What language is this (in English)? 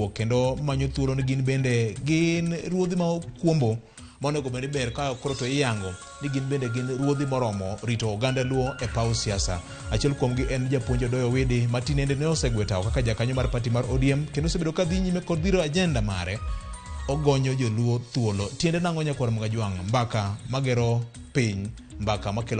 Luo (Kenya and Tanzania)